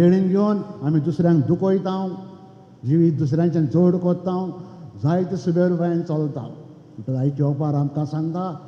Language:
Konkani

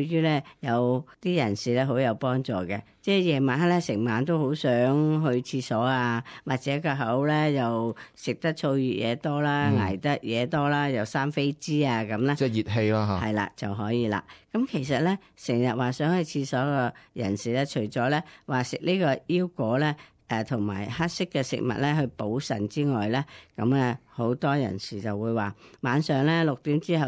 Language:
Cantonese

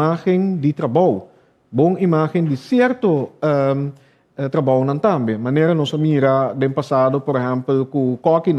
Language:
Papiamento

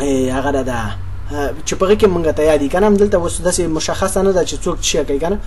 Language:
Pashto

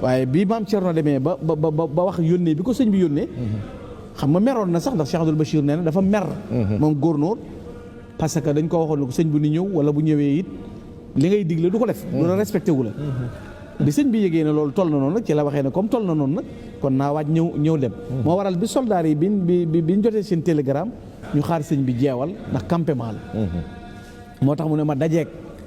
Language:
Wolof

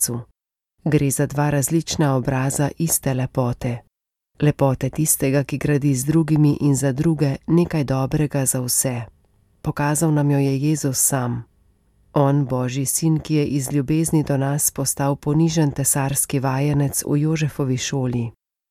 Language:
Slovenian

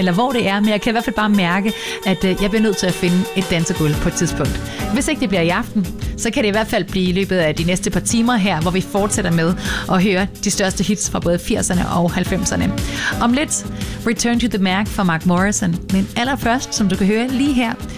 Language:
Danish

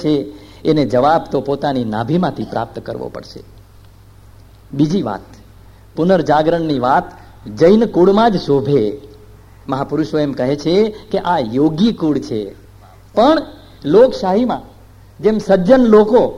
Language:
Gujarati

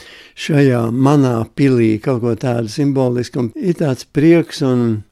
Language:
Latvian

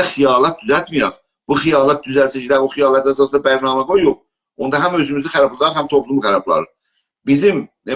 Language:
South Azerbaijani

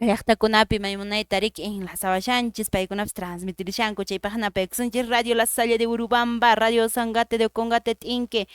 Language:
Quechua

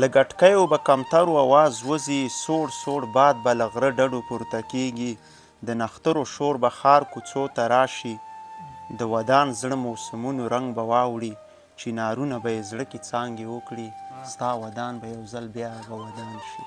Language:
Pashto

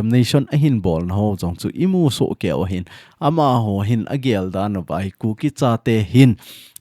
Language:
Thado Chin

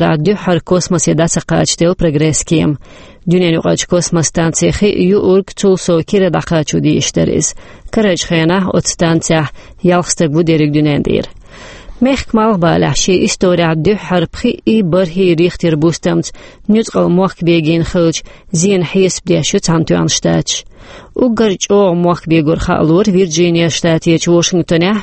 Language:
Chechen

